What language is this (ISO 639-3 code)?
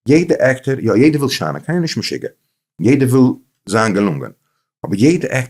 yid